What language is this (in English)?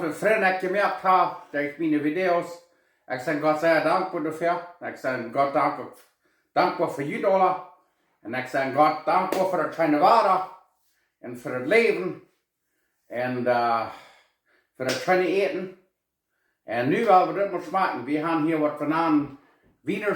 Plautdietsch